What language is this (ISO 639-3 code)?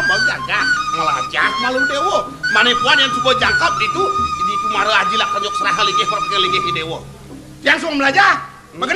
ban